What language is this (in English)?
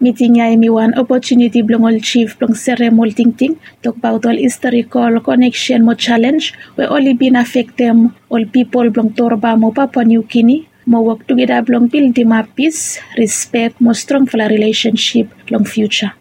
Bislama